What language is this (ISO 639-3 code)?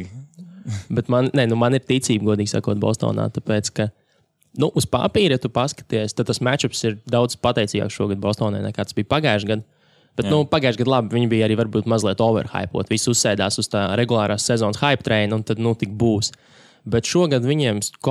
lav